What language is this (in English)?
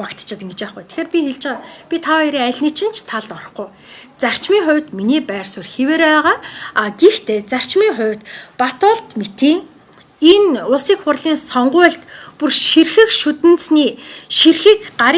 Mongolian